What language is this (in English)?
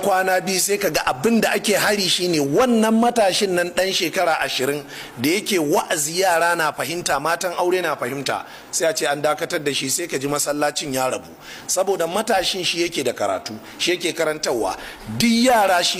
Hausa